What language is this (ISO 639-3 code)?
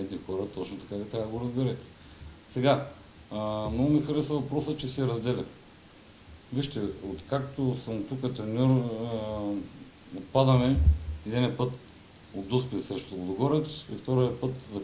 bul